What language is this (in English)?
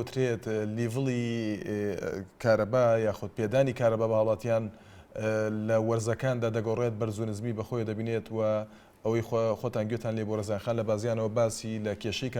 Central Kurdish